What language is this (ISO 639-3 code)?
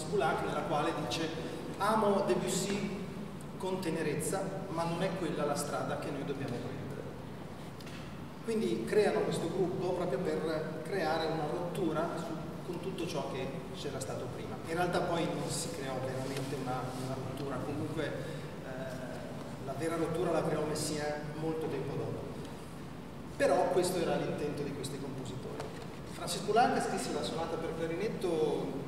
ita